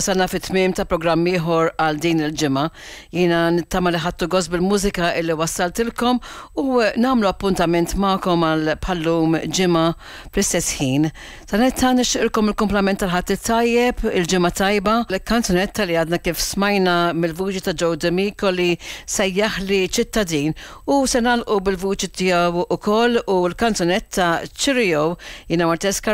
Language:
Maltese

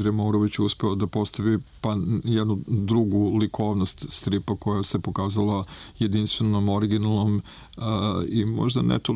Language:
Serbian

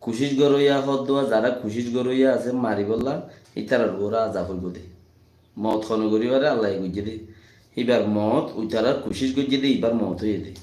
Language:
Rohingya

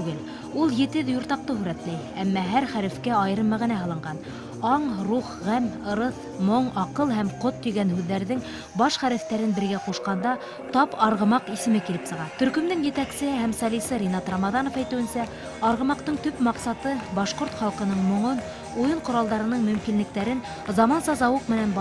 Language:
Bashkir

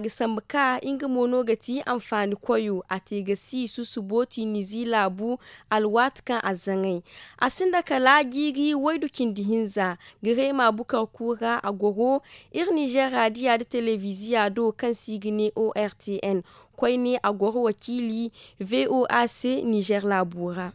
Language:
Zarma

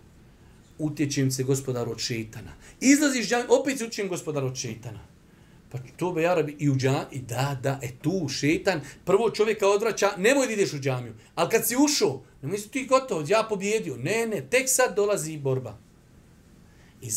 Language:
Bosnian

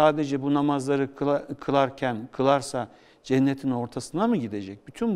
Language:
Turkish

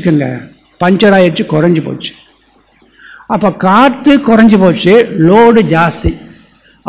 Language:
Tamil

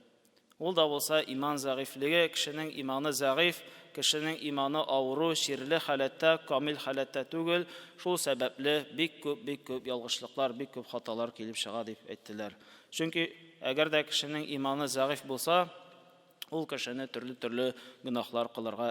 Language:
Tatar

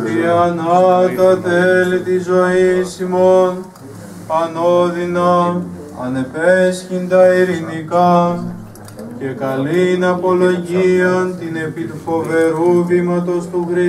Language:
Greek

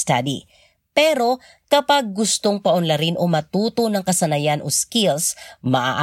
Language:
Filipino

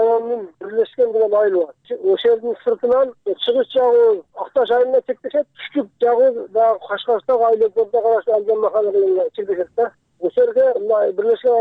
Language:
Kyrgyz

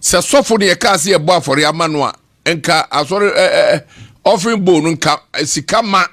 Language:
Akan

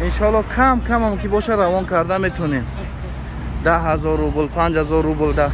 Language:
Tajik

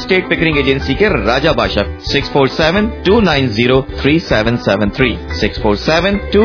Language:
Punjabi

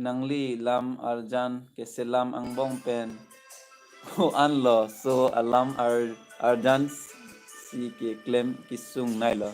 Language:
Karbi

